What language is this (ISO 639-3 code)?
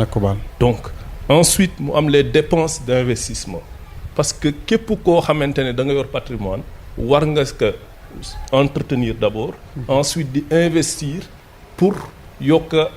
wol